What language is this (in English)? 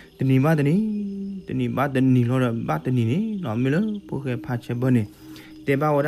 S'gaw Karen